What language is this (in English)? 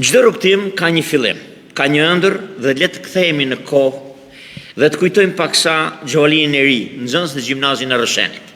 Albanian